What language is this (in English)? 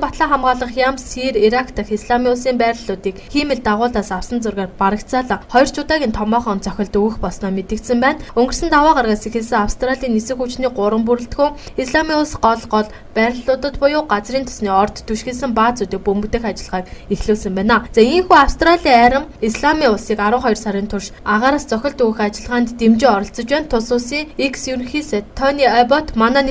Mongolian